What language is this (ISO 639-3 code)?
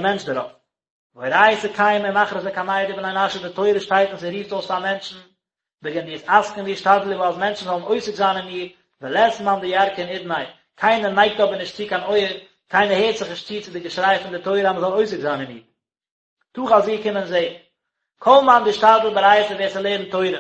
yid